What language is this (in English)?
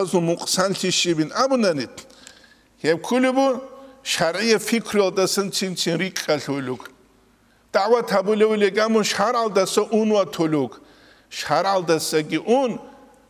Avaric